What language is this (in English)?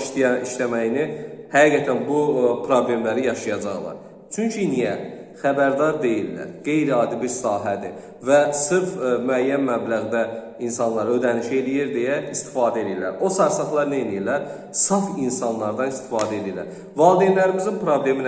Azerbaijani